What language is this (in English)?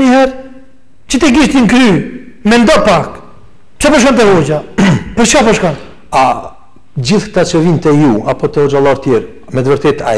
Albanian